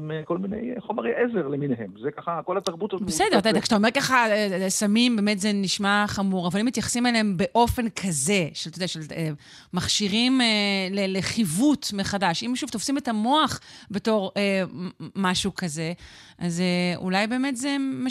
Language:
Hebrew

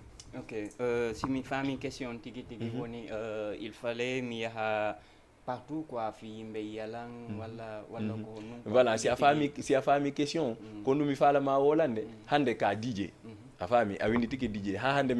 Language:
Fula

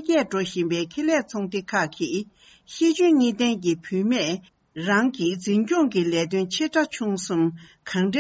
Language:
Tibetan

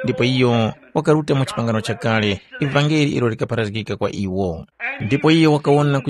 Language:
Tumbuka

